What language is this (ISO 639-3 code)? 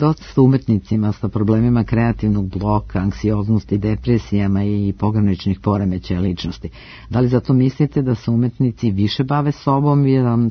srp